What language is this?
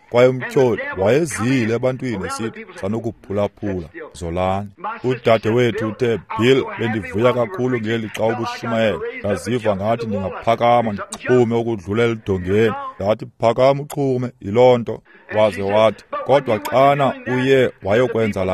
Xhosa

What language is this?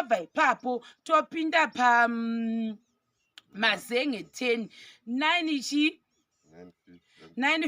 Shona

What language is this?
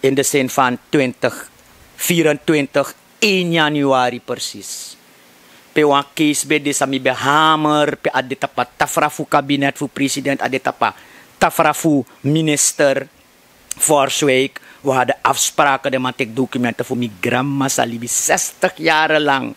Sranan Tongo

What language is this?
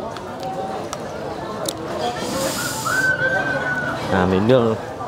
Vietnamese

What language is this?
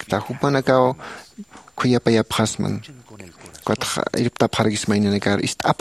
Aymara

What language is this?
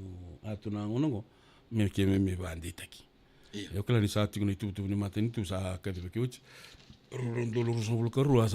Fijian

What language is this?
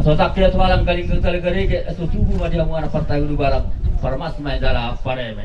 Batak Toba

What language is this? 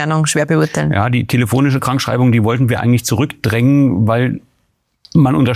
German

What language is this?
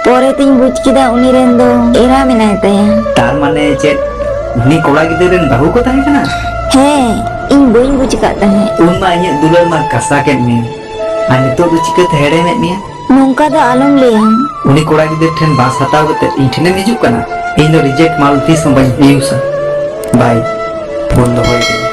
Santali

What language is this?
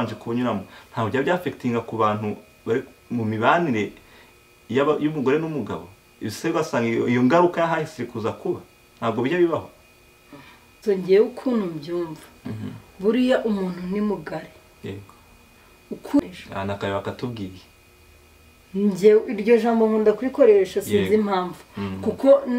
Kinyarwanda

